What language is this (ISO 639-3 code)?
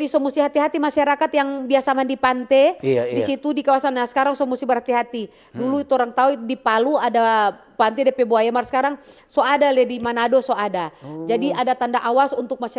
xmm